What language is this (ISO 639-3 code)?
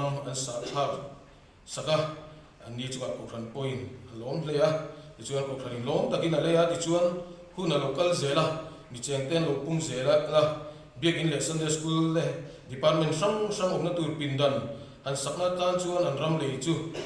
lus